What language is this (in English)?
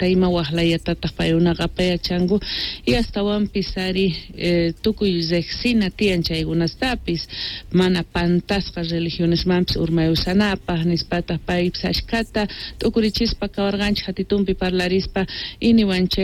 South Bolivian Quechua